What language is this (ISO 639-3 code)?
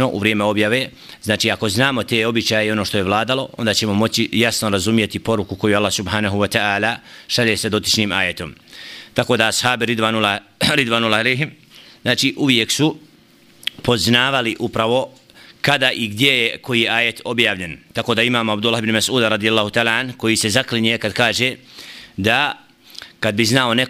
bos